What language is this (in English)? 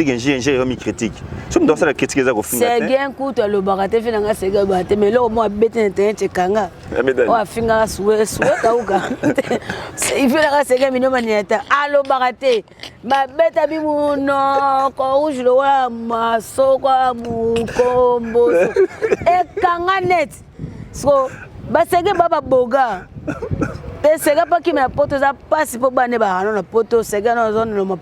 Lingala